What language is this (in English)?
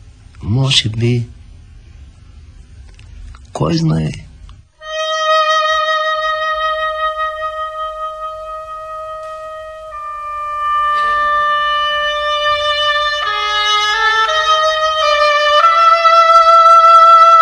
Bulgarian